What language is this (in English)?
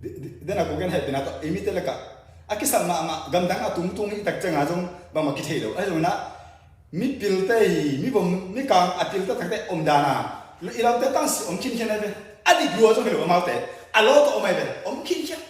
Tedim Chin